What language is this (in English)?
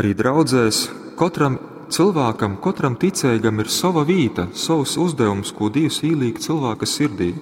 Latgalian